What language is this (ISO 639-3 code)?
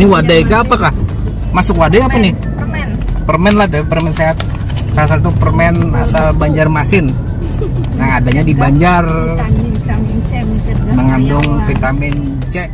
bjn